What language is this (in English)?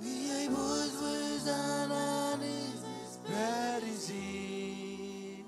Marshallese